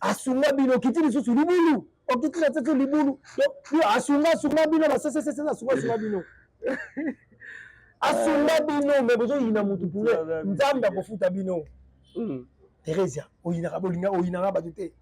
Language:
Lingala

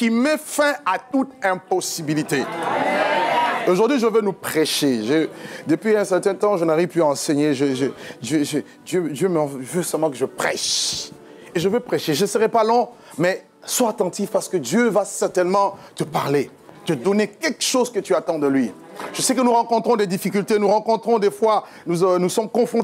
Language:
French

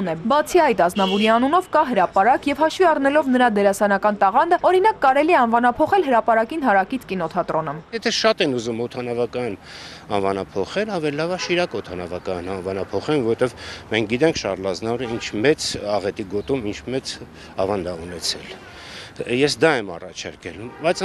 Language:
Armenian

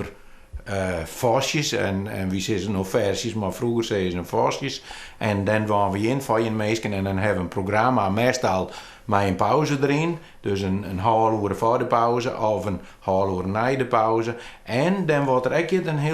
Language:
Western Frisian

